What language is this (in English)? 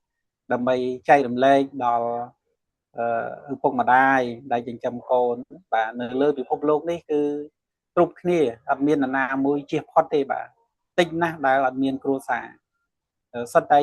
Khmer